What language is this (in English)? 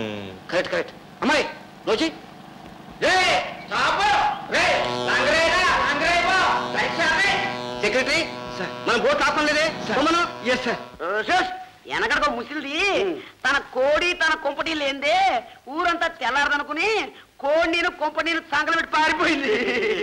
Telugu